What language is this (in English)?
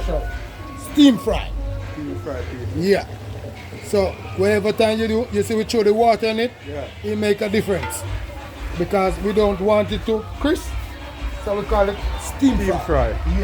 Jamaican Creole English